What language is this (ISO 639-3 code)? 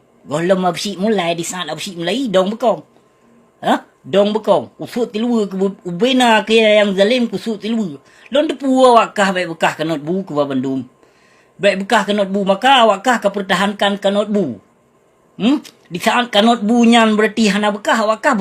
ace